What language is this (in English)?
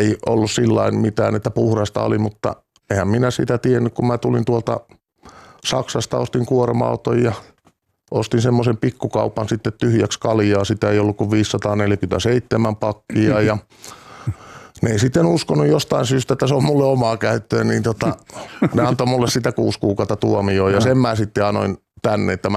Finnish